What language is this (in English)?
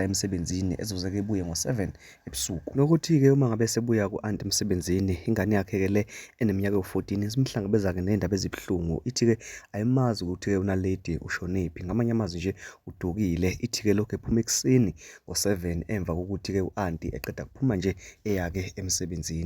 Zulu